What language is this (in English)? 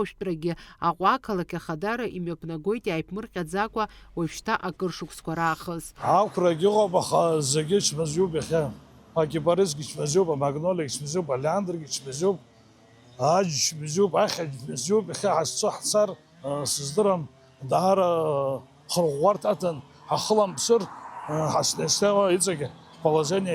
Abkhazian